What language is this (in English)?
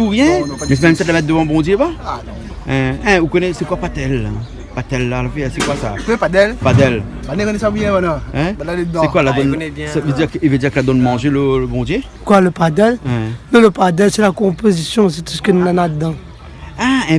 Réunion Creole French